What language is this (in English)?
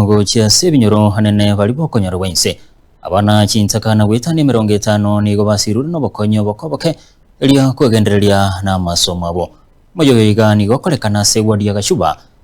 Gusii